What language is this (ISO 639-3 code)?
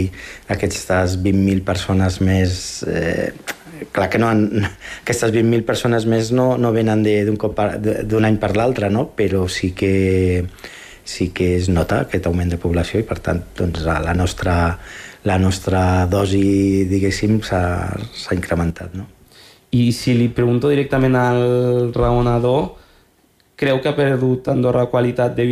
cat